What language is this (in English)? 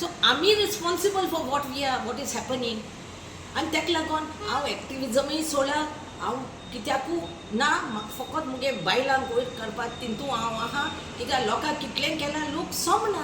Konkani